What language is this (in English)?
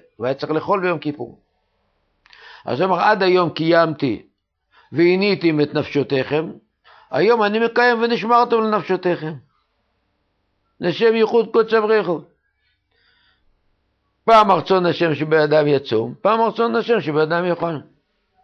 Hebrew